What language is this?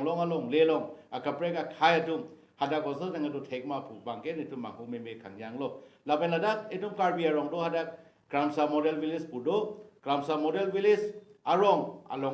Karbi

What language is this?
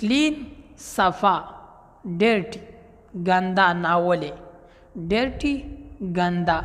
Pashto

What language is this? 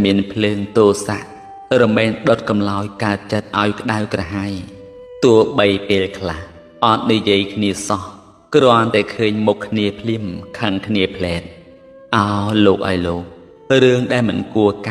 Khmer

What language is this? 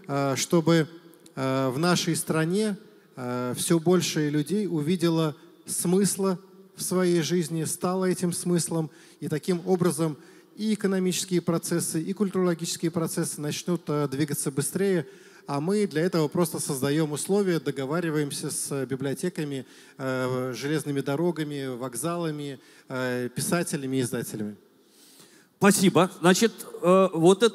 Russian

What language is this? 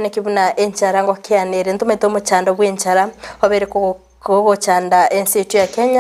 Gusii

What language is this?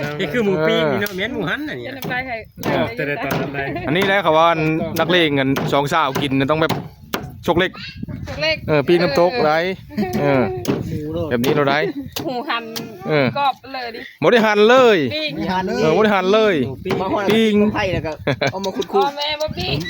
Northeastern Thai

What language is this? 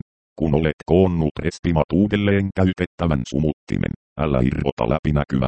Finnish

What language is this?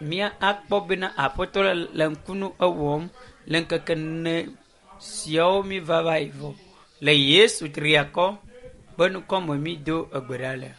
Ewe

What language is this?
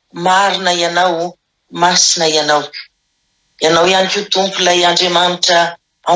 Malagasy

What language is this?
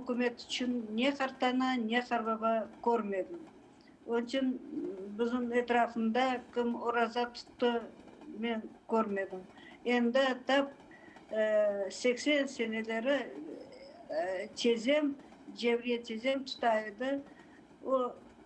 Crimean Tatar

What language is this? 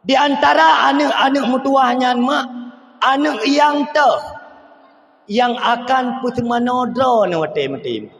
Achinese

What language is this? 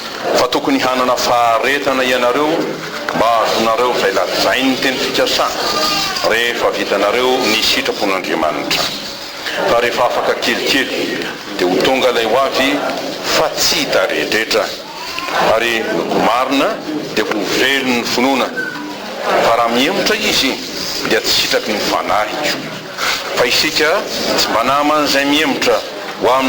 Malagasy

